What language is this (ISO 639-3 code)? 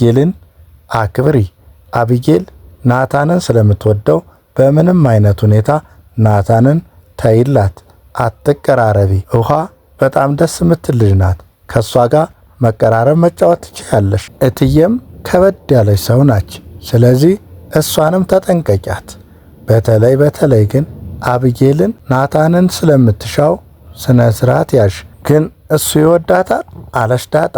amh